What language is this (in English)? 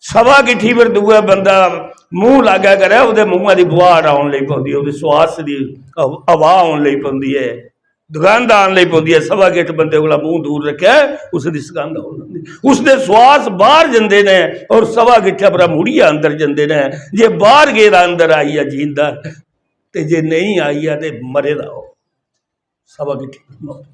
Dogri